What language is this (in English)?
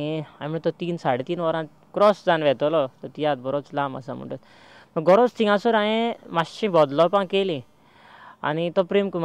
Konkani